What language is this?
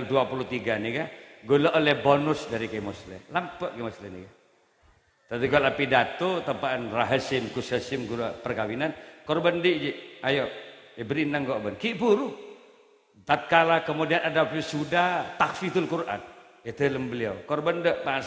Madurese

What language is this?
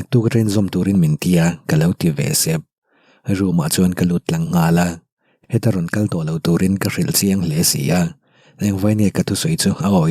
Mizo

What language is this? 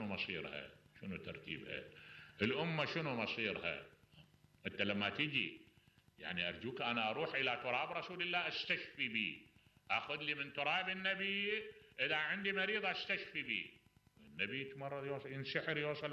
Mesopotamian Arabic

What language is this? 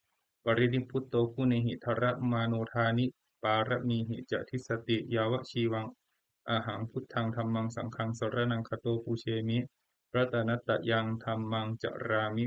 Pali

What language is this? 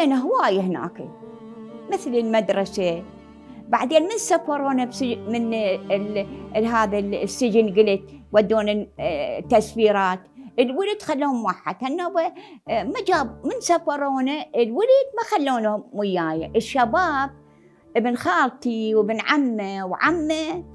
Mesopotamian Arabic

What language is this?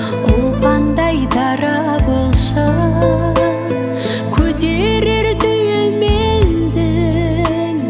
Kazakh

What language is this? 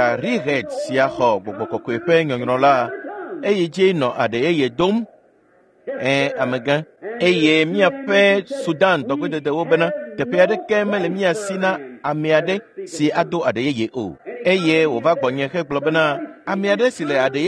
Ewe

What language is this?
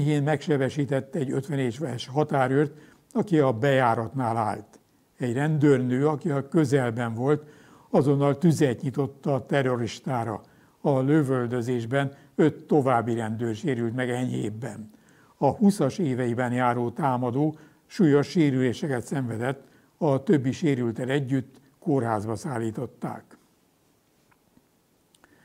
Hungarian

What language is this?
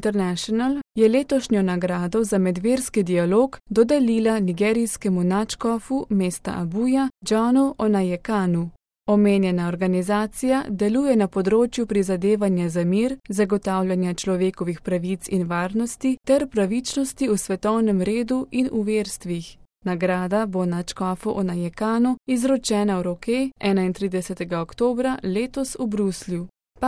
Slovenian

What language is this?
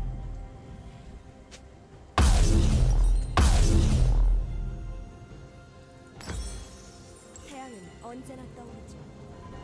Korean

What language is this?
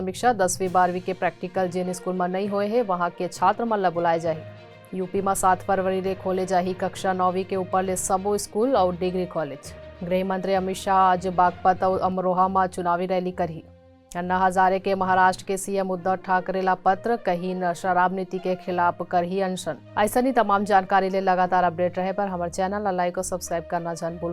Chhattisgarhi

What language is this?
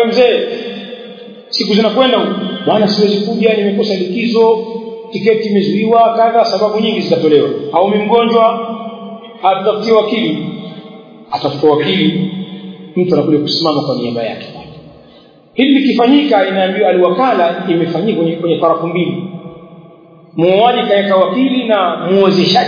Swahili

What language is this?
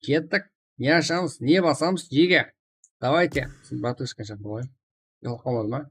Kara-Kalpak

